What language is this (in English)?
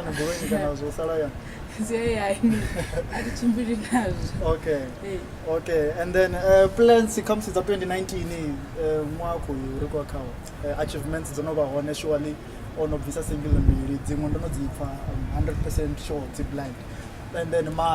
Venda